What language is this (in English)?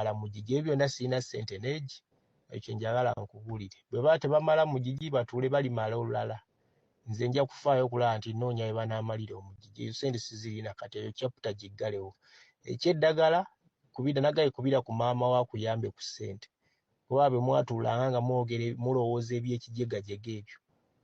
Ganda